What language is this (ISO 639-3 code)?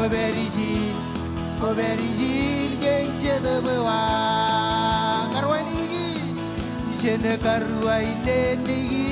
mah